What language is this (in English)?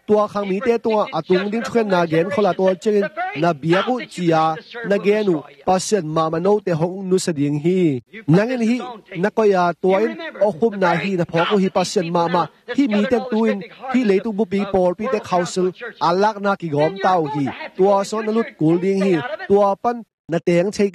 Tedim Chin